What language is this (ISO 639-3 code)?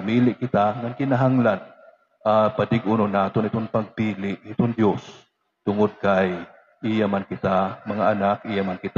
war